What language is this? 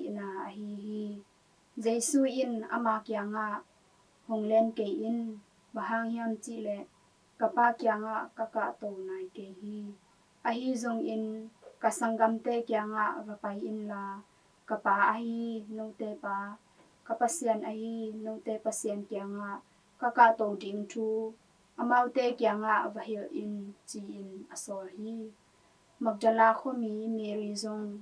Tedim Chin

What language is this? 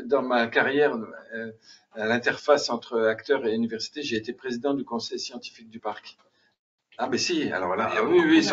French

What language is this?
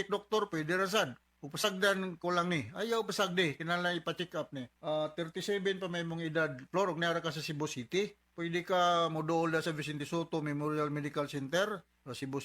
Cebuano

